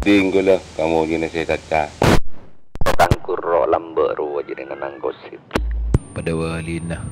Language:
Madurese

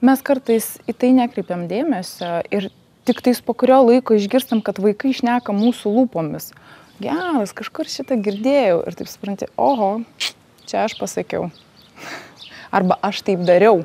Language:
Lithuanian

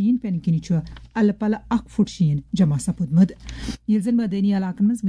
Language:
Kashmiri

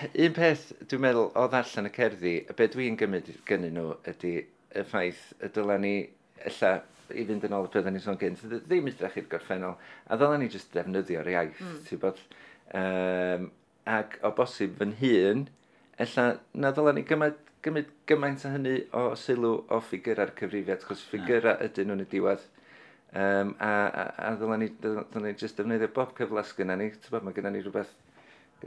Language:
Welsh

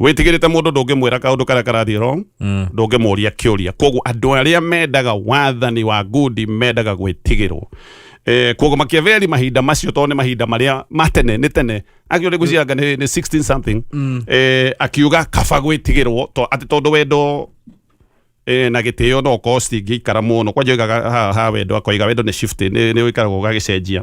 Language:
Kikuyu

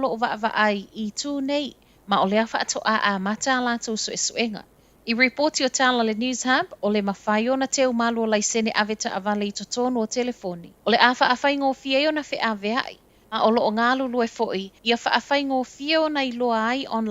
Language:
Samoan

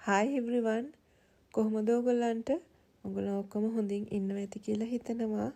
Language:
Sinhala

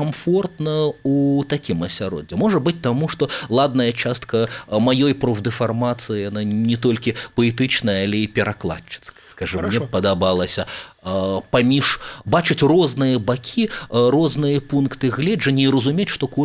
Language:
Belarusian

